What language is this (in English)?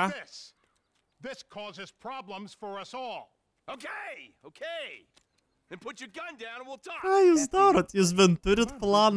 Lithuanian